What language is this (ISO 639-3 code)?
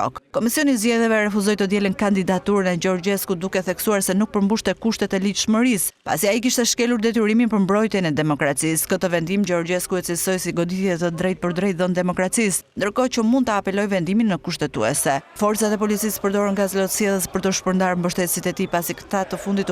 sqi